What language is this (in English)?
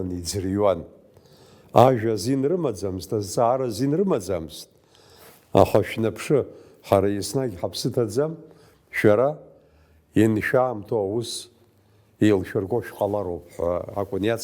Abkhazian